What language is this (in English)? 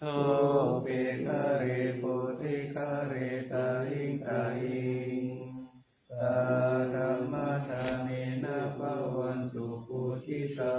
Pali